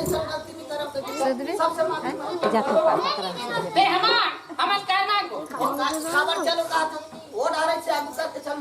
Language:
Chhattisgarhi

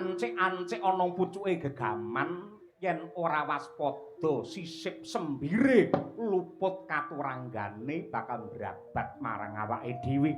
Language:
Javanese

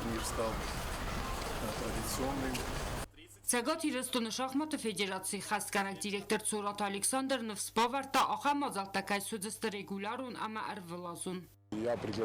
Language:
Ossetic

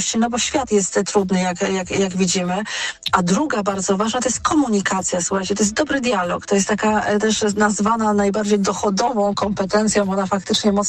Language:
Polish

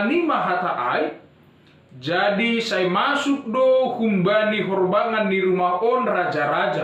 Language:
Batak Simalungun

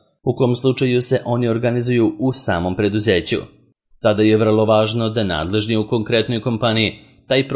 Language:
Serbian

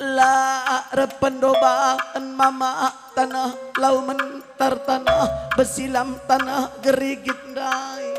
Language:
Batak Karo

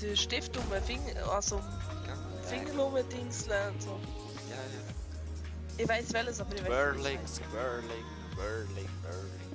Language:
Swiss German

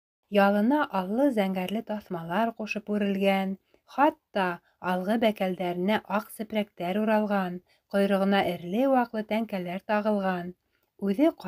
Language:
Bashkir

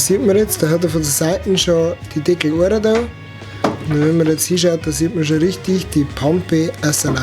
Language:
Bavarian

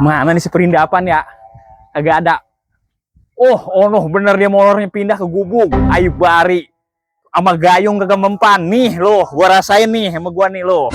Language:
Betawi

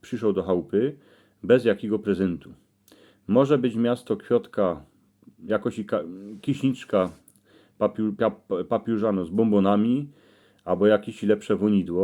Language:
Silesian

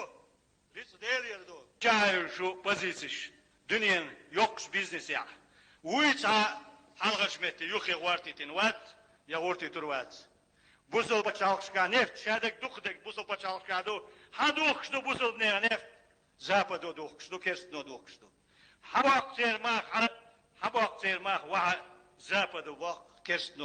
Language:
Chechen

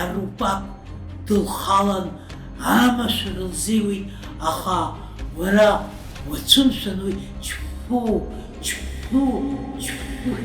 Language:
Abkhazian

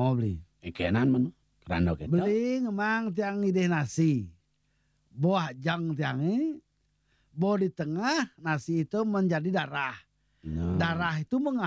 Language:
Balinese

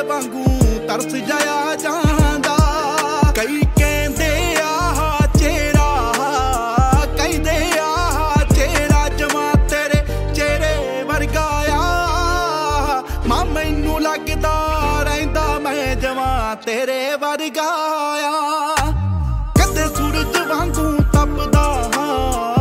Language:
Punjabi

